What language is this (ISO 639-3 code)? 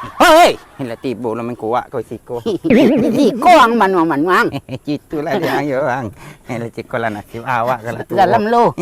min